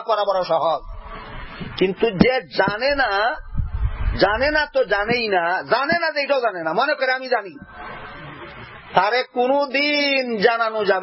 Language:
Bangla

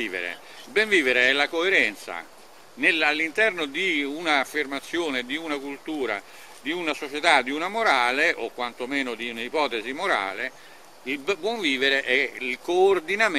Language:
Italian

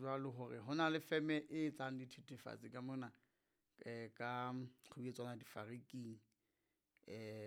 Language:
Southern Sotho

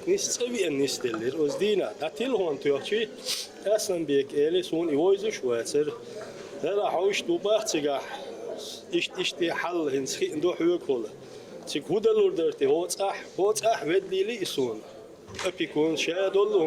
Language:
Chechen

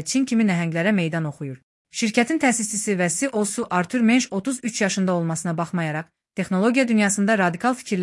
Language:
Azerbaijani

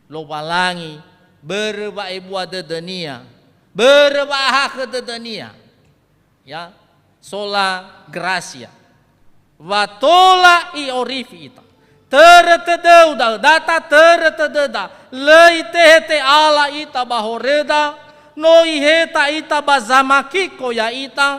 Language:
Nias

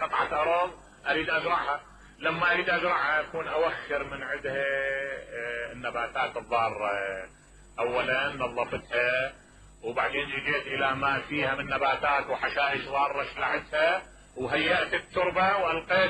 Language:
Mesopotamian Arabic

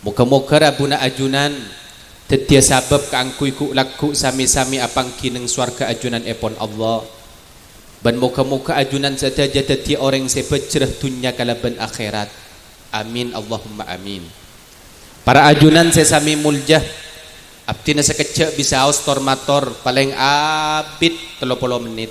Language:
Madurese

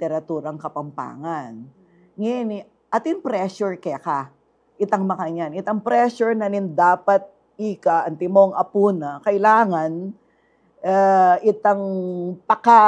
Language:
Pampanga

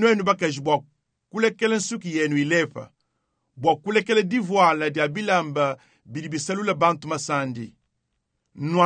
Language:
Luba-Lulua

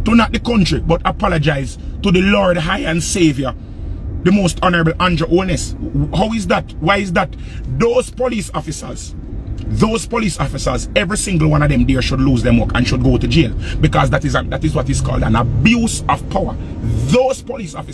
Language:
Jamaican Creole English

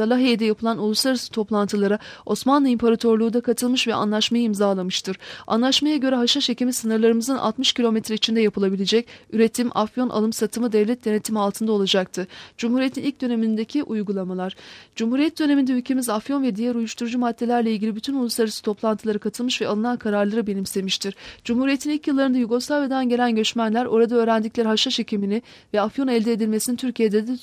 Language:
Turkish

